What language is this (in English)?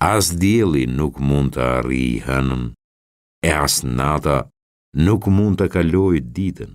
Albanian